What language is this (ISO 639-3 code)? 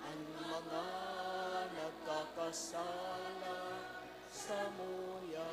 bik